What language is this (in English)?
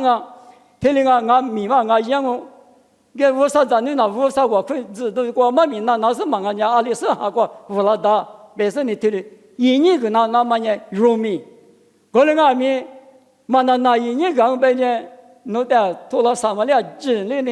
Lisu